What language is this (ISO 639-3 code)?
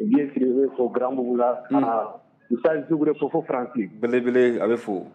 bam